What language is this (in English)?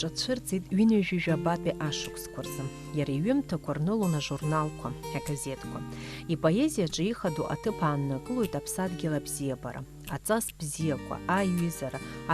Abkhazian